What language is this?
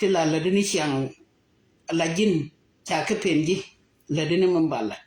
Nuer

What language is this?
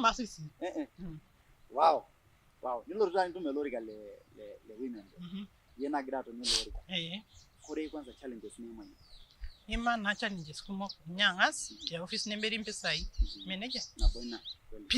Masai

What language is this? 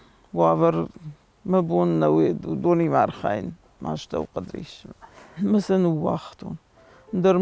Ossetic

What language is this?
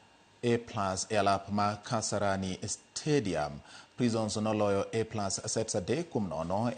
Luo (Kenya and Tanzania)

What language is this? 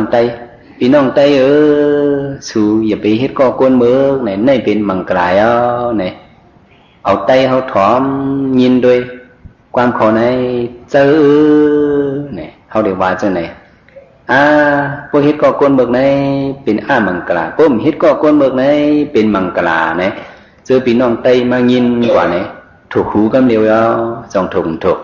Shan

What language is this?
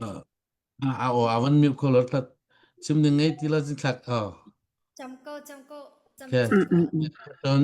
Hakha Chin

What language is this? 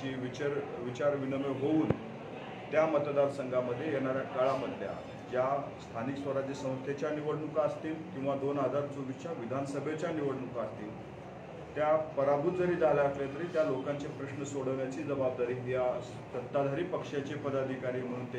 Marathi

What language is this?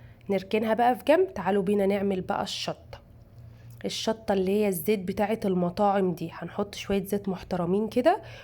Egyptian Arabic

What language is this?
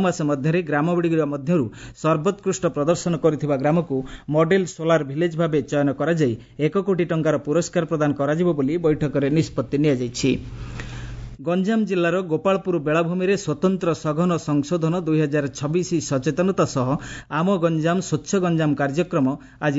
Odia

